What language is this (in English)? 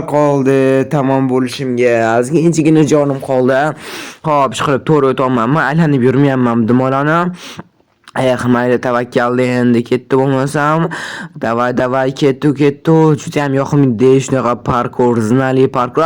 Uzbek